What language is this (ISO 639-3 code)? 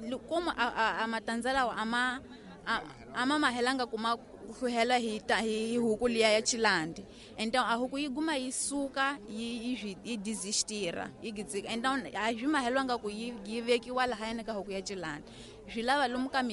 tso